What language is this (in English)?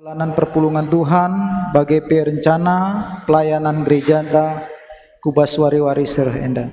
Batak Karo